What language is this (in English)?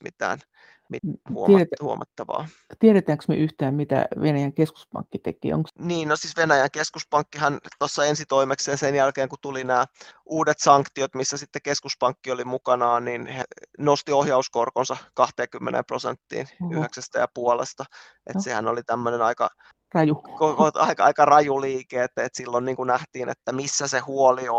Finnish